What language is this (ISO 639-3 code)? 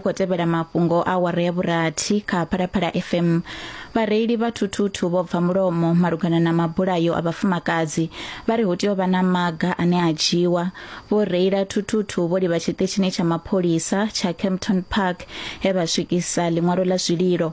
ven